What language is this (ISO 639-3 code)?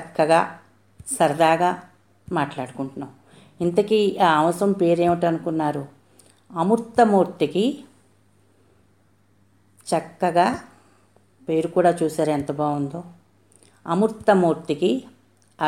tel